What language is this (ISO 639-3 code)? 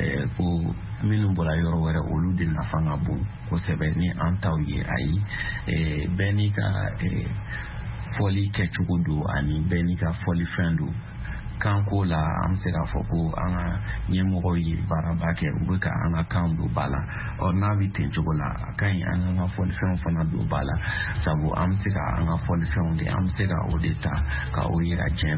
bam